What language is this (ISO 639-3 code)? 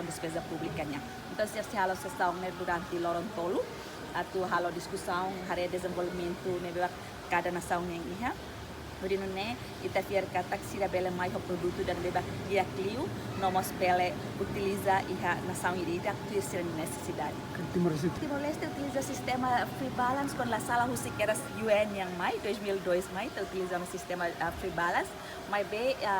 tet